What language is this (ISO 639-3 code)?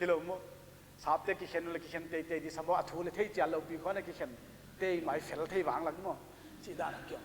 pck